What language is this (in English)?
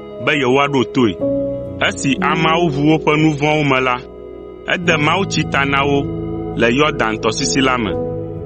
Ewe